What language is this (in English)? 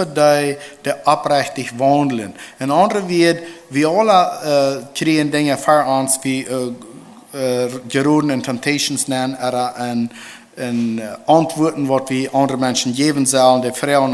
Plautdietsch